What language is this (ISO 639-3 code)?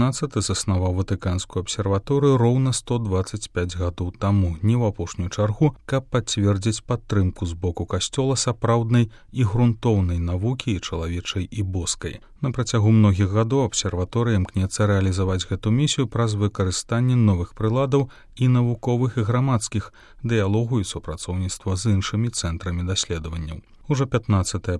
bel